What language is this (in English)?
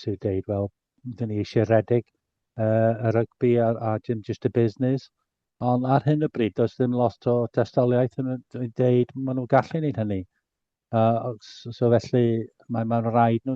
Welsh